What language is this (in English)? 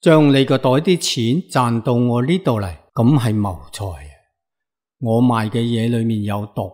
Cantonese